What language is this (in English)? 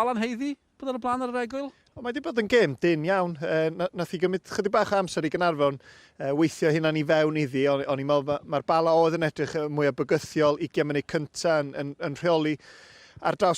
Welsh